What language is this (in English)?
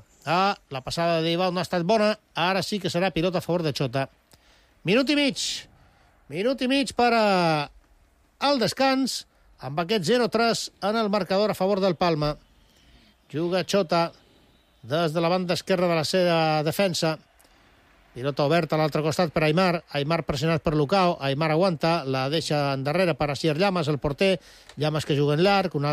Catalan